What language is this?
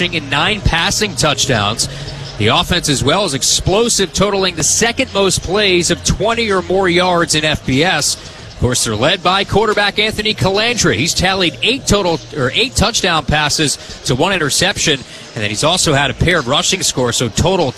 English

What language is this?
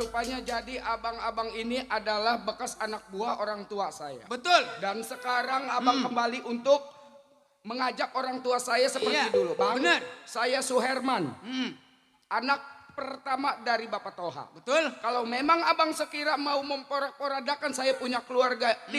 Betawi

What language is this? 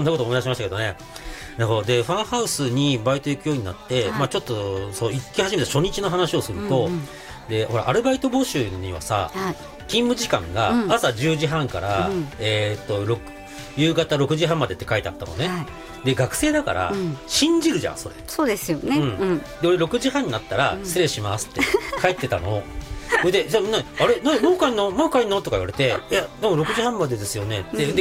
Japanese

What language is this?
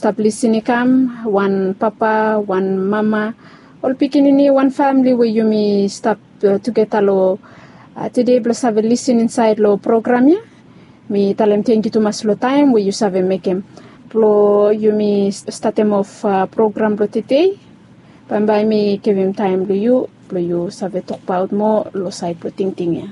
Bislama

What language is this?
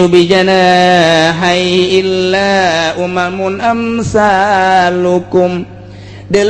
Sundanese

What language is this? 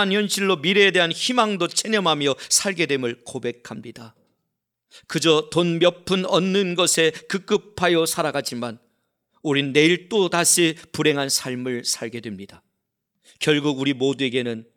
Korean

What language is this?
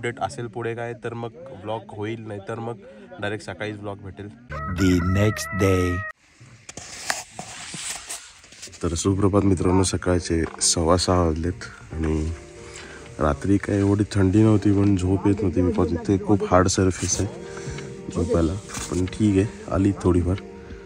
Marathi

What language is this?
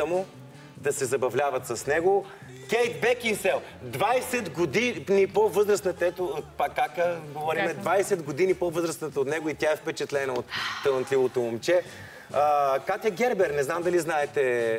Bulgarian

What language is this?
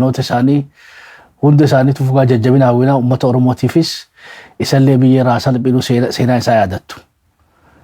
Oromo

